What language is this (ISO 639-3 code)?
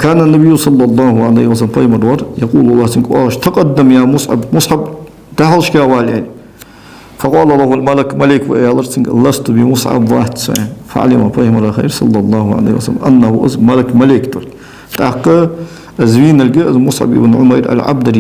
inh